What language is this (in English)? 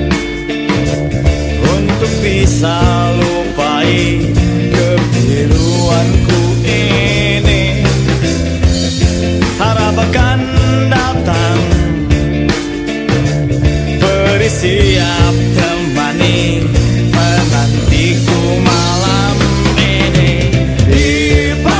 Indonesian